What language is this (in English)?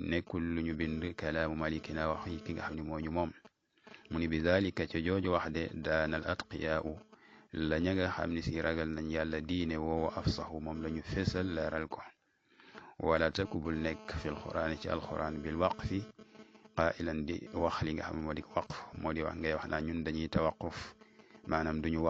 Wolof